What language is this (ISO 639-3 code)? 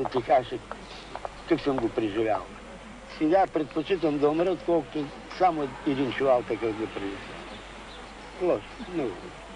bul